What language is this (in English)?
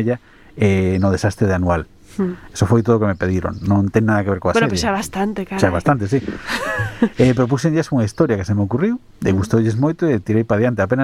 Galician